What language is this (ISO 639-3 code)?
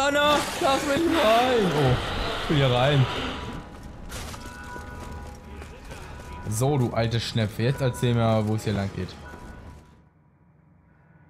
deu